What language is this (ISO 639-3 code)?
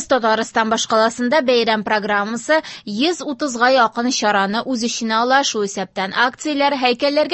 tat